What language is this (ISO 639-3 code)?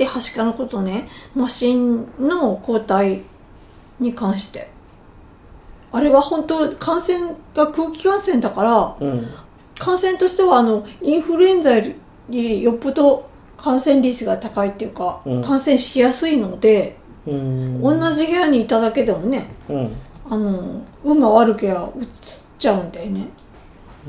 jpn